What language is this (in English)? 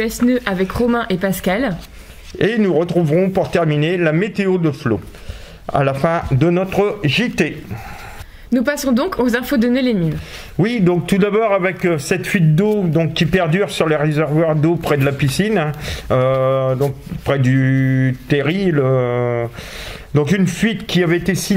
French